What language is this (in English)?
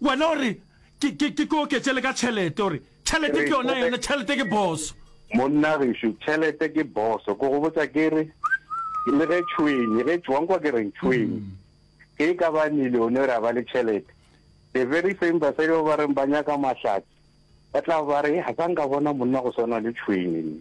Northern Sotho